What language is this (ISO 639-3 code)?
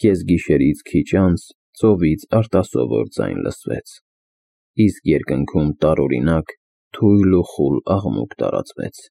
hye